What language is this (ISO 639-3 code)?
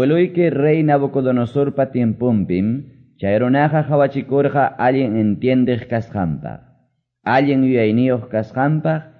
que